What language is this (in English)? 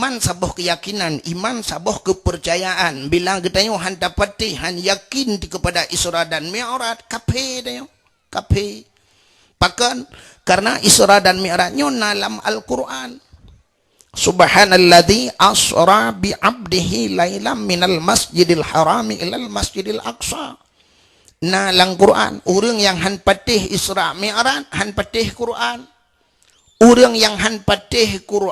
Achinese